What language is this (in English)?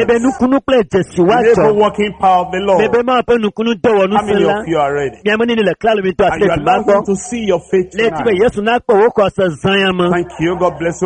Ewe